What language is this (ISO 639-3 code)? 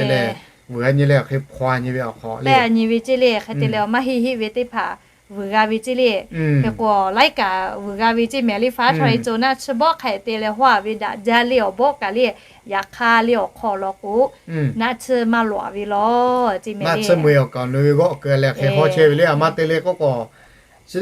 lhu